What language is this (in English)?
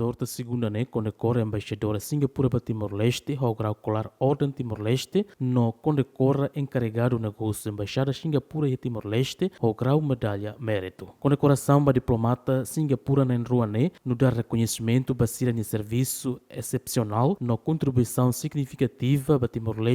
Tetum